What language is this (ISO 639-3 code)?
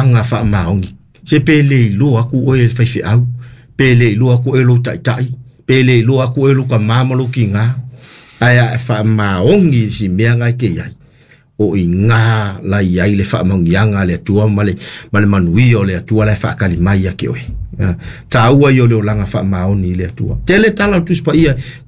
smo